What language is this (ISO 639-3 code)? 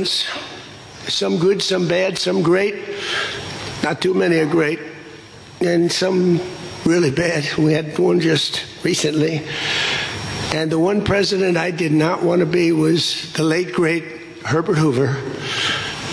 eng